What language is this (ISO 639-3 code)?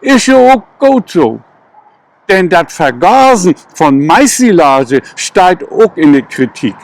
nds